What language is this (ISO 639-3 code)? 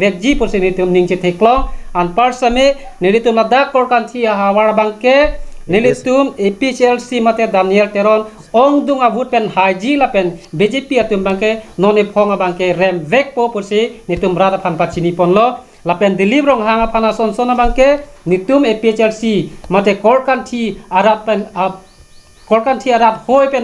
mjw